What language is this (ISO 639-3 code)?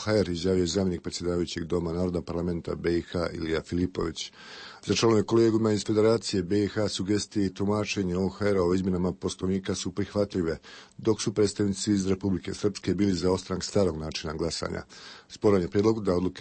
bos